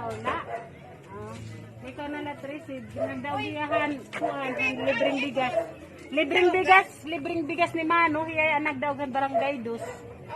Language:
Waray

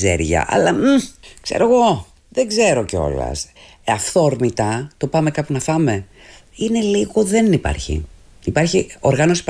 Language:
Greek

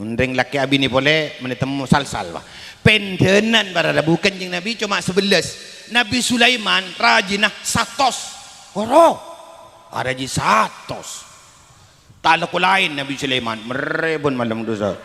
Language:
Madurese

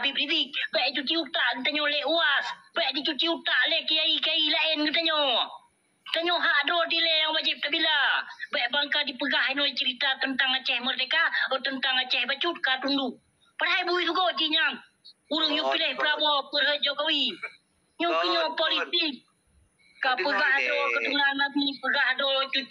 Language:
Achinese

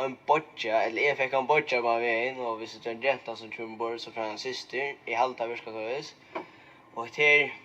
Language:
Faroese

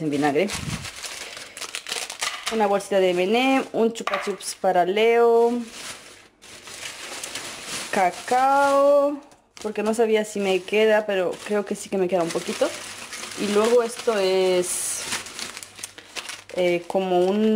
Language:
Spanish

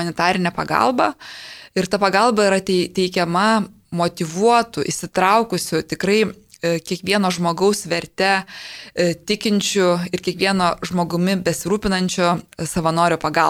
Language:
Lithuanian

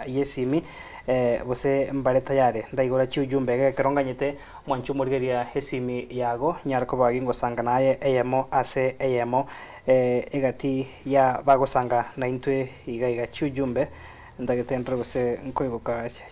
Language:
Gusii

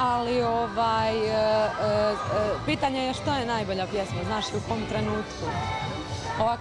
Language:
Serbian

